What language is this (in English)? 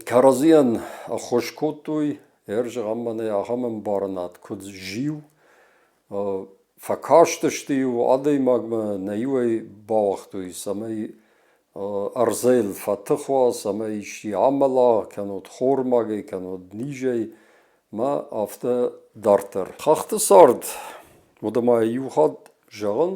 Ossetic